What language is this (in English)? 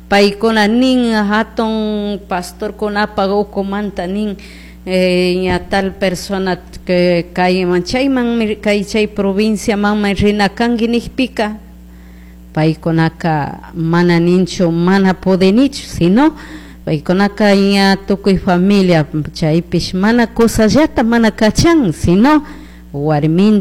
Chimborazo Highland Quichua